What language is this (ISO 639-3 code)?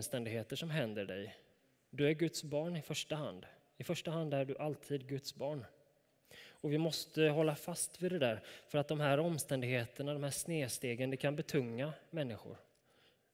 swe